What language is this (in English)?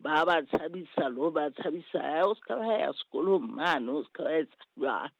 Southern Sotho